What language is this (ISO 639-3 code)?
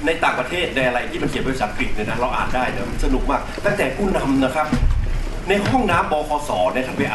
tha